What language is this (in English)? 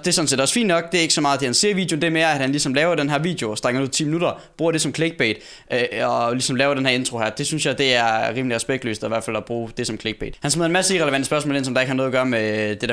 Danish